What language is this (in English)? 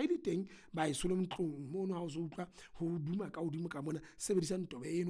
Southern Sotho